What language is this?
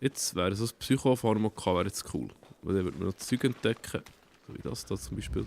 Swiss German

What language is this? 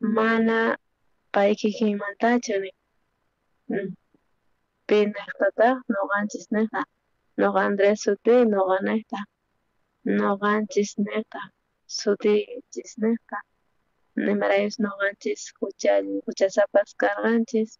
South Bolivian Quechua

